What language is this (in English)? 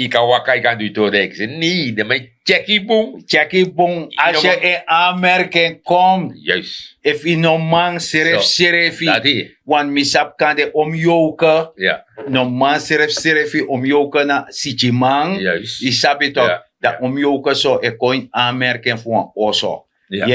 Sranan Tongo